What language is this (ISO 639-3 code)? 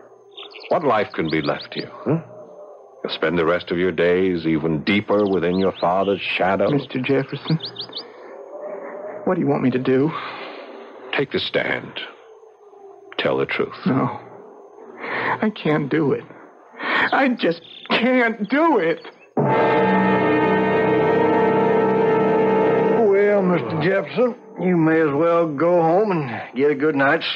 eng